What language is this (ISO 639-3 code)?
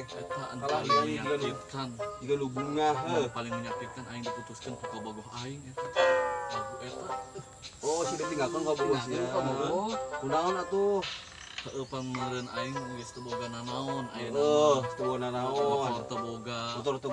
sun